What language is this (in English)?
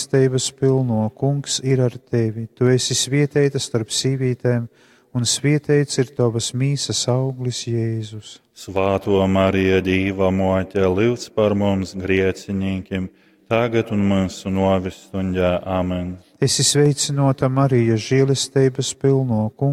Latgalian